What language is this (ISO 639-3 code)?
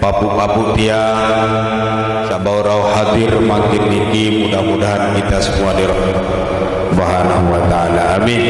sas